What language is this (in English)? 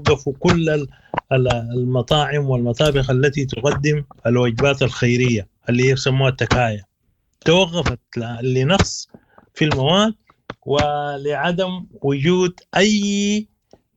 Sudanese Arabic